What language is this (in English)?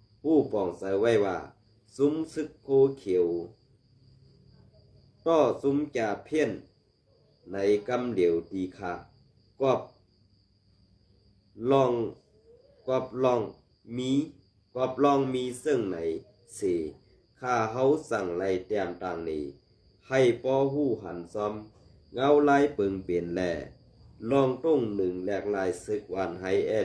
Shan